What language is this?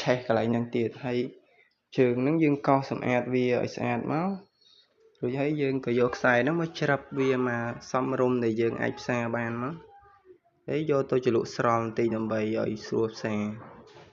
Khmer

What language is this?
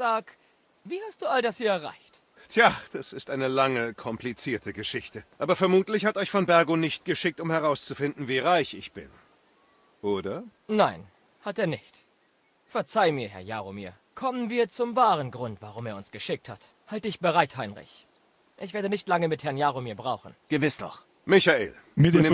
Bavarian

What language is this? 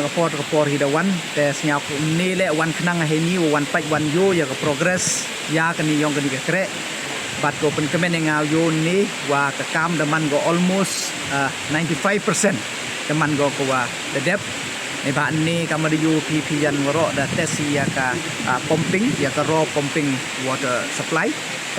Pnar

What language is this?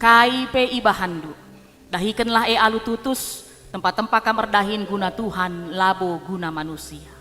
Batak Karo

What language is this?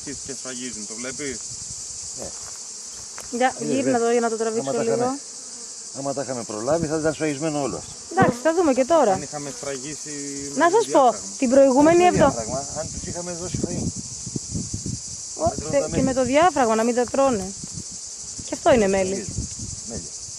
Greek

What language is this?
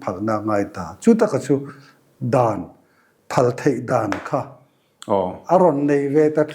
Mizo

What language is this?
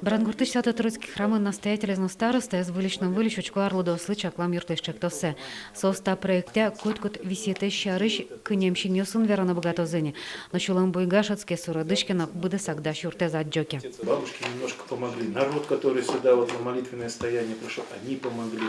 Udmurt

